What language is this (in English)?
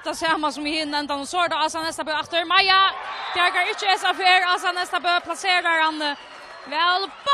Faroese